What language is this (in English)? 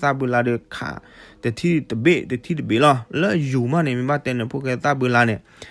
S'gaw Karen